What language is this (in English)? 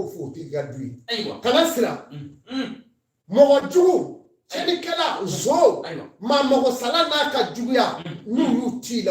Bambara